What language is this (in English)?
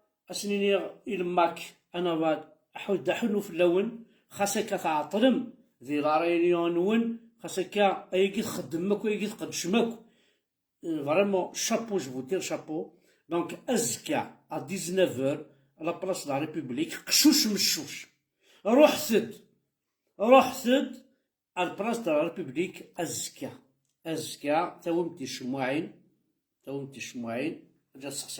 Kabyle